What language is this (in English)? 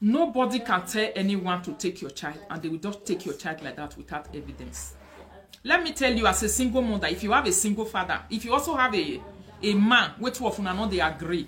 Nigerian Pidgin